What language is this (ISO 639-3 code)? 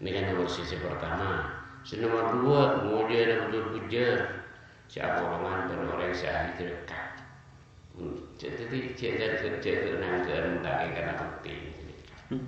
mad